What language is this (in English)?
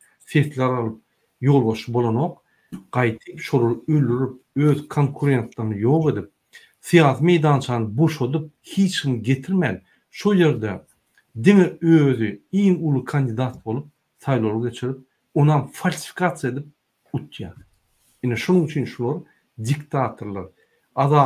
Turkmen